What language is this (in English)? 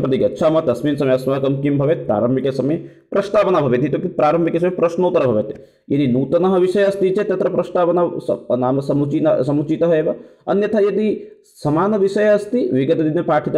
Sanskrit